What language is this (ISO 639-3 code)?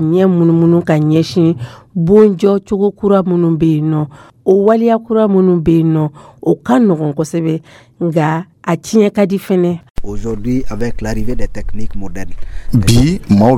dyu